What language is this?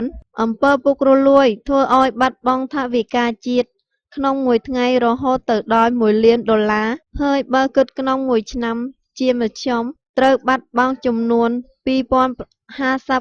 Khmer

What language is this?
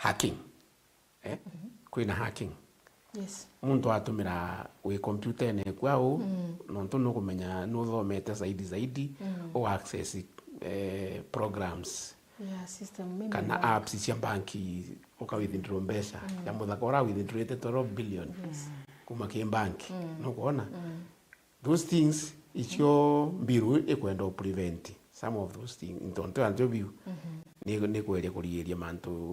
Meru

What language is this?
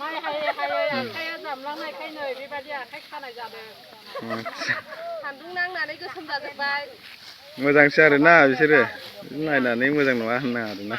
Bodo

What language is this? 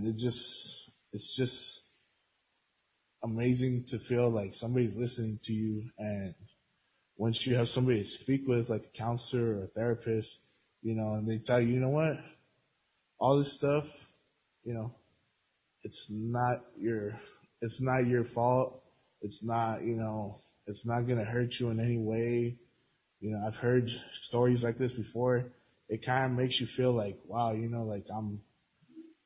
English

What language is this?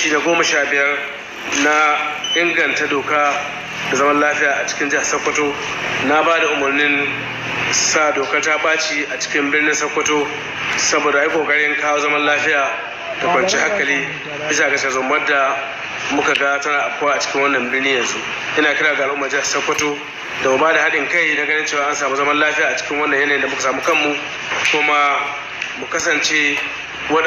Hausa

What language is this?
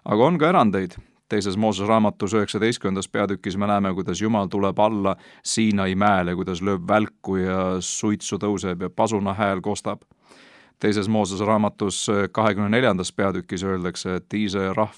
Estonian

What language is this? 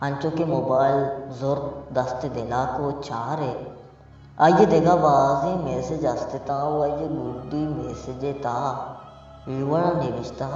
Baluchi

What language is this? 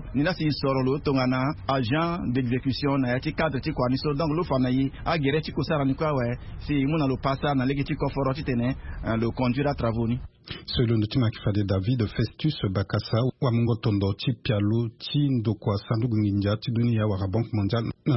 Sango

